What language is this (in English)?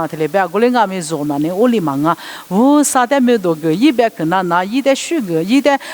Lisu